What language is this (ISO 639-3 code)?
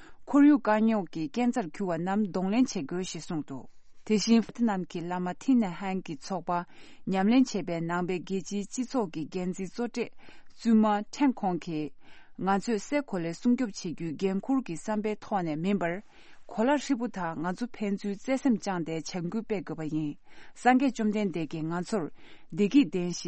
bod